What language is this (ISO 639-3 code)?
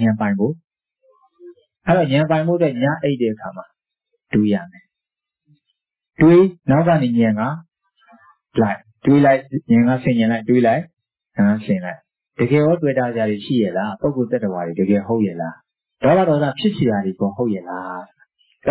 mya